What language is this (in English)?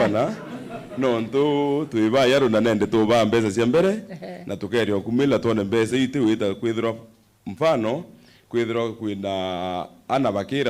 Meru